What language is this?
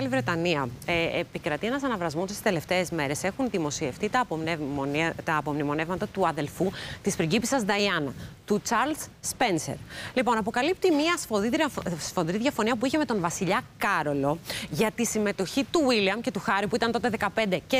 Greek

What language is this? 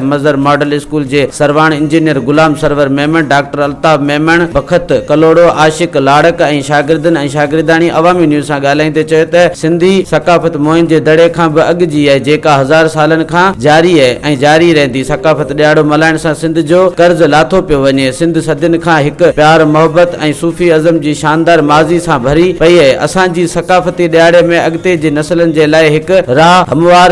Sindhi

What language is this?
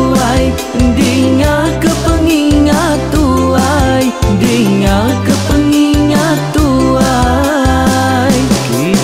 Iban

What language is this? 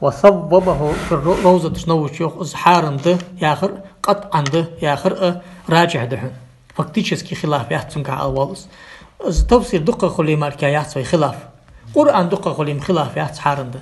Ingush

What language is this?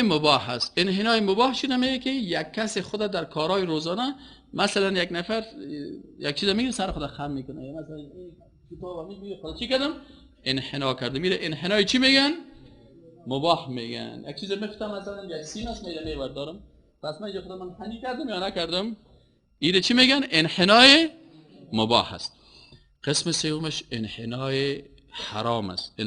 Persian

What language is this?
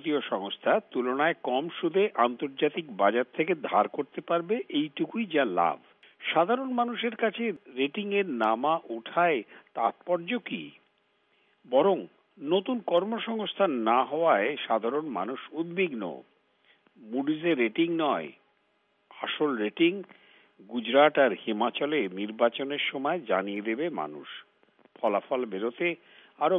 Bangla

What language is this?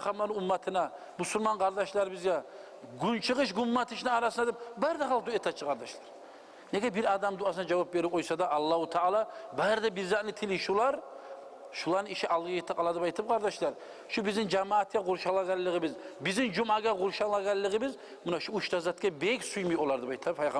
Kumyk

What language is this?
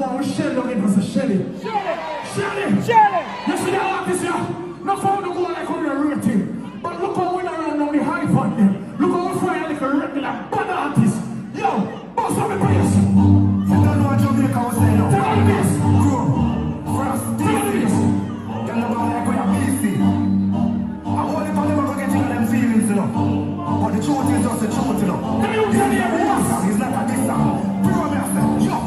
Jamaican Creole English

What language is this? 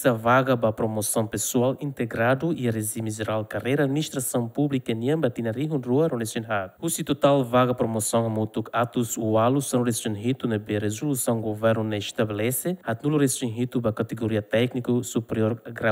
Tetum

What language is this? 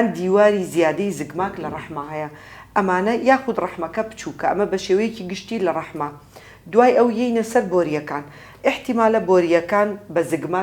Central Kurdish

